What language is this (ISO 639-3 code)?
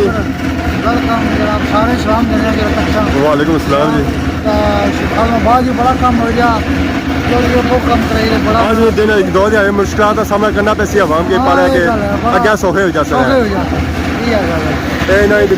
phr